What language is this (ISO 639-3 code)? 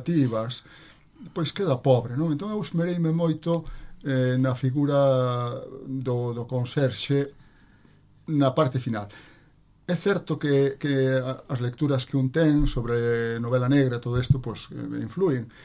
glg